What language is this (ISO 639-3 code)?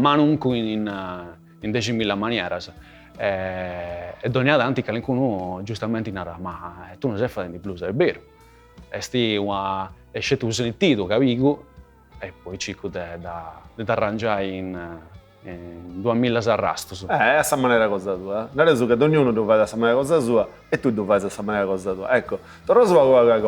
srd